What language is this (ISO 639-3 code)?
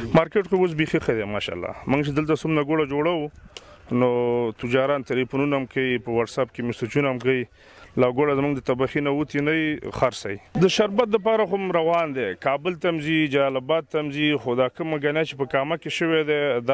pus